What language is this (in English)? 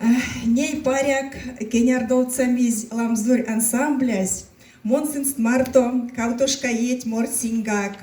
Erzya